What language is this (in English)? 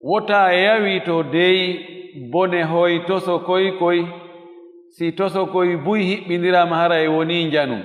Fula